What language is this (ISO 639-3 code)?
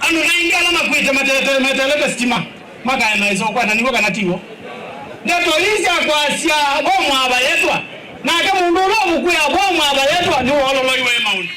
kam